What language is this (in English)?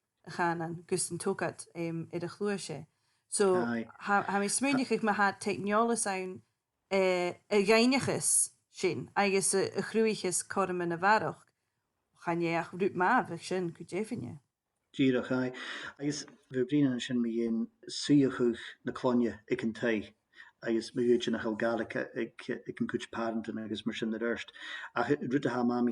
Scottish Gaelic